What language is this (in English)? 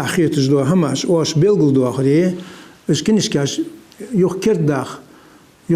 Ingush